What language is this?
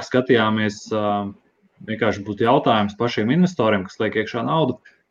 Latvian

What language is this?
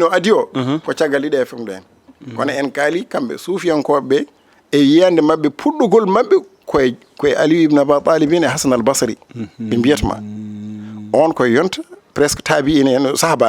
Fula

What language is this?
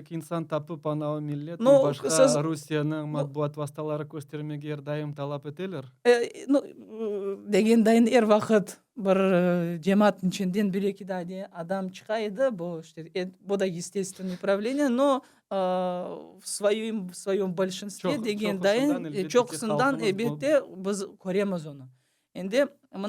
Crimean Tatar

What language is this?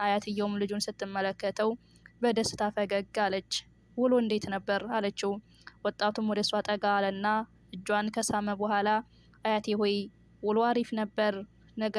Amharic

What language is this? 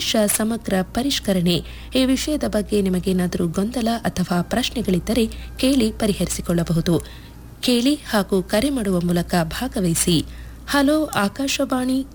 Kannada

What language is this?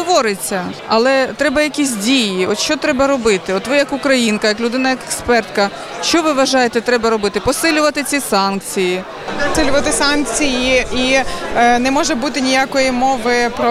Ukrainian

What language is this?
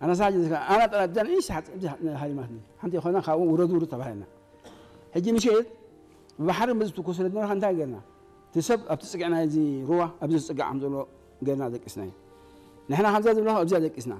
Tigrinya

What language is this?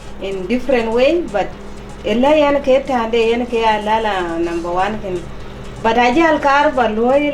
Dinka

